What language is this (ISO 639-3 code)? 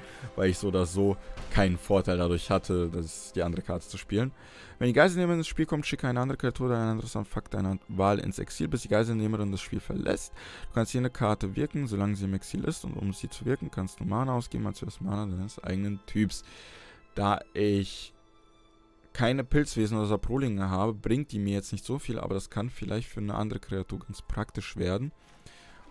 deu